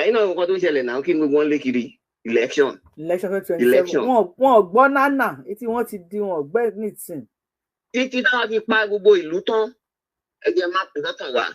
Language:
Yoruba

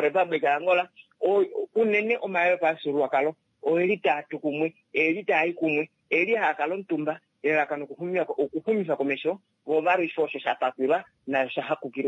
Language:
Kuanyama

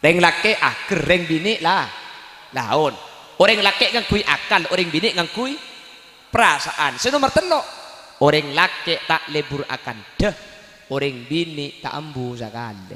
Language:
Madurese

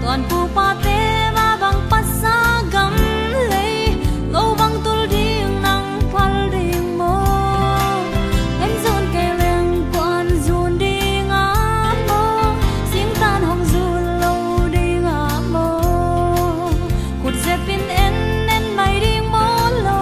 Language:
Tedim Chin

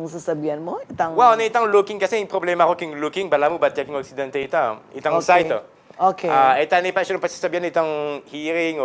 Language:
Pampanga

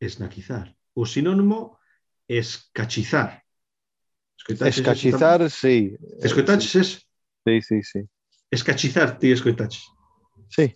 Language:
Galician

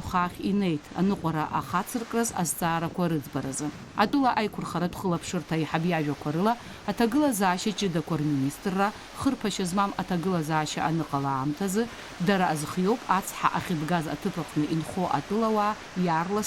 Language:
Abkhazian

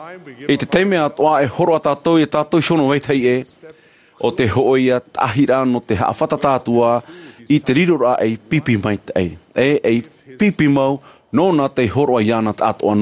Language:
Tahitian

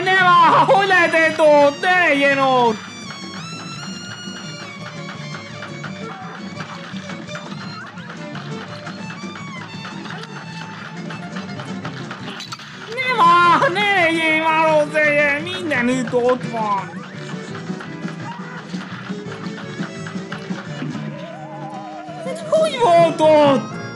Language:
Hungarian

